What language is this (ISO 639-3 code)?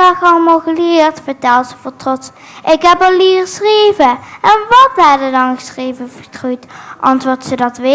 lim